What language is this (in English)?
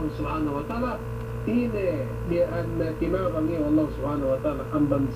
Yakan